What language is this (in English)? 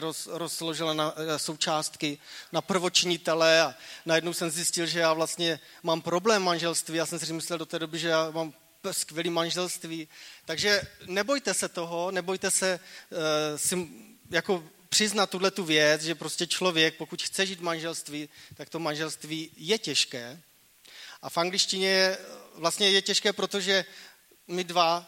Czech